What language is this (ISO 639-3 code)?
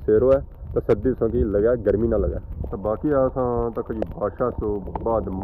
phr